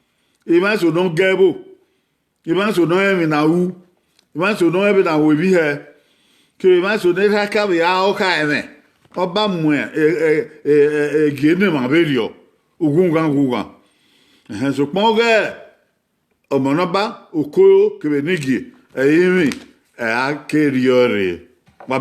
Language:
Bini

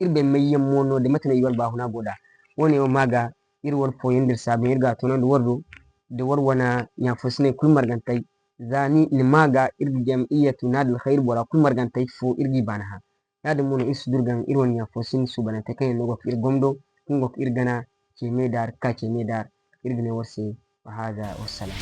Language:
Zarma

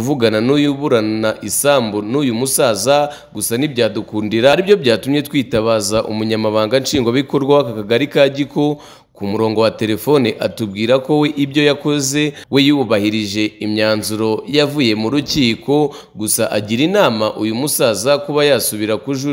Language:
Kinyarwanda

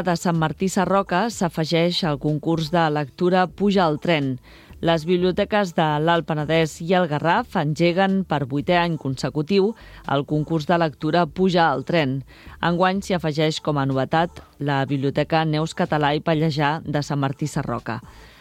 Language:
Catalan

